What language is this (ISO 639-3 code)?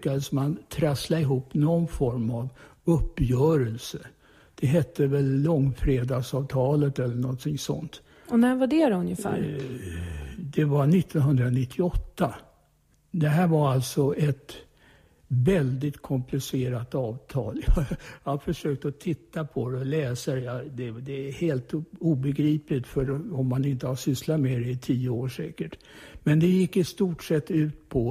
swe